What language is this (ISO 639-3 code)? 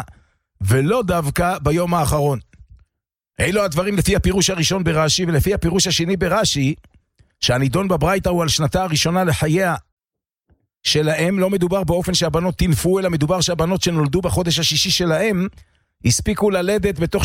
heb